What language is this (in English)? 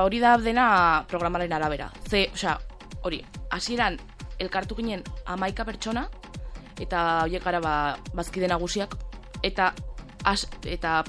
Basque